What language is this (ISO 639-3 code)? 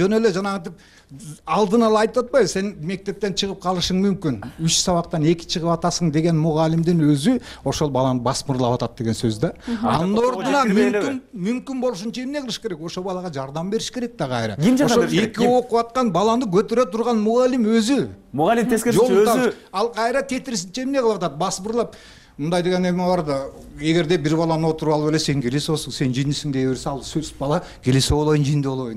kir